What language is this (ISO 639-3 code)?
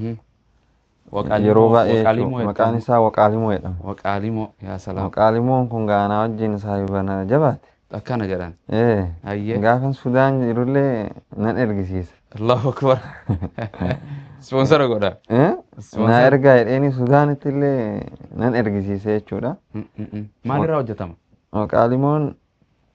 orm